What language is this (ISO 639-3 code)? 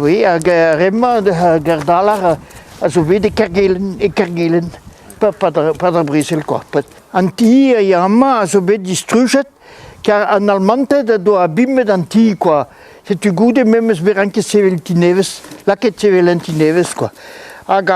bre